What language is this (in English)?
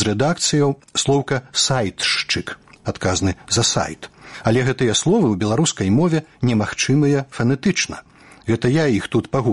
Belarusian